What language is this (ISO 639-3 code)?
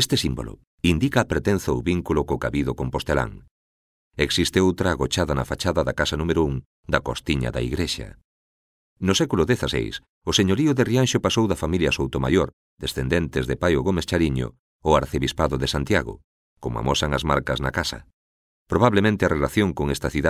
glg